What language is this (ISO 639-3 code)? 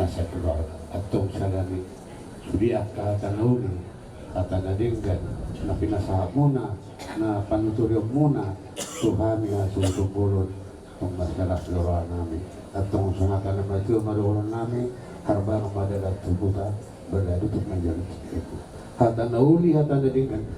bbc